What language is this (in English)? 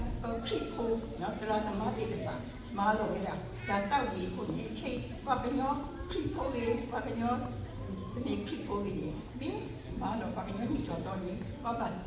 S'gaw Karen